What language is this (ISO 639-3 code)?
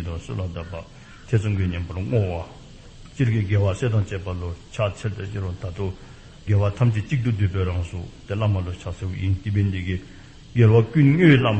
dzo